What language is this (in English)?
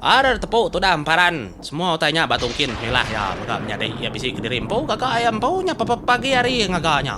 Iban